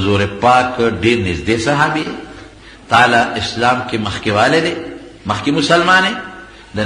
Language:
Pashto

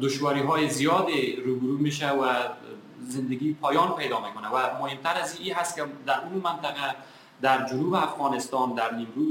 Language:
Persian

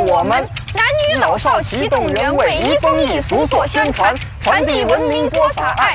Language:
Chinese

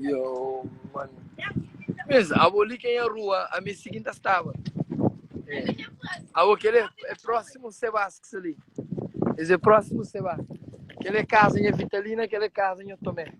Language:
Kabuverdianu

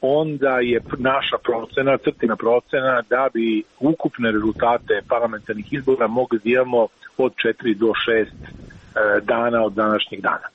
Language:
Serbian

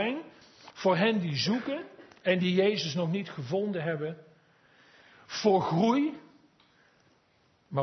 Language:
Dutch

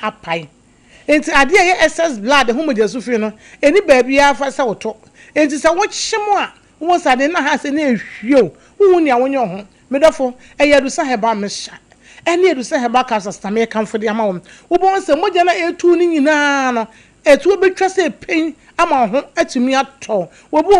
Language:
Akan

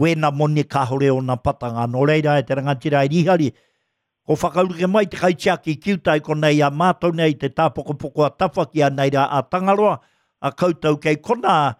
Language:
Māori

